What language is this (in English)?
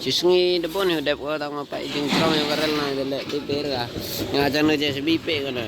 Khasi